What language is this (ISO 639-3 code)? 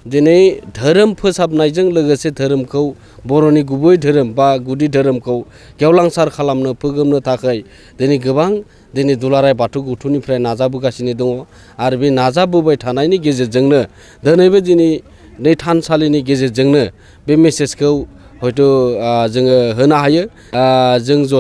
brx